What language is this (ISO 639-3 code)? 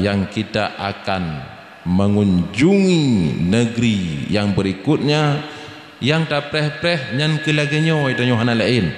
ace